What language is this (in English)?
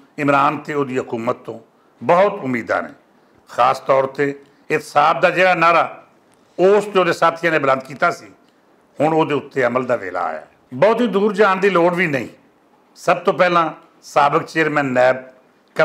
Western Panjabi